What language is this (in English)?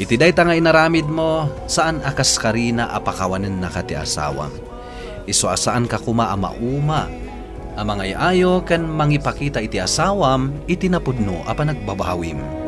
Iloko